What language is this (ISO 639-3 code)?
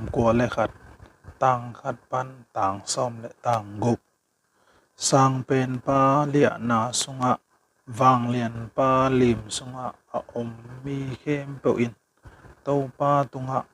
ctd